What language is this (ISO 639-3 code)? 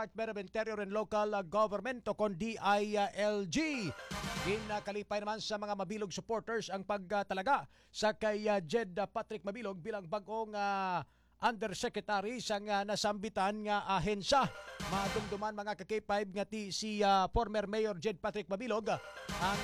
hil